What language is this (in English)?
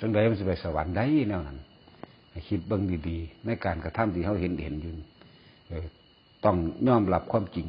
Northeastern Thai